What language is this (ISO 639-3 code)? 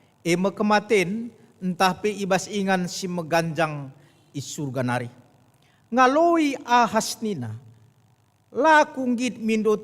btx